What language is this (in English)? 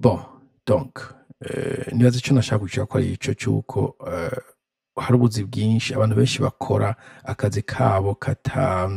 Rundi